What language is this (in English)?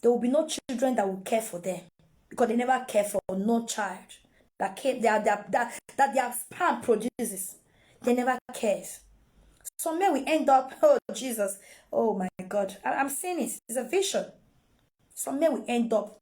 Nigerian Pidgin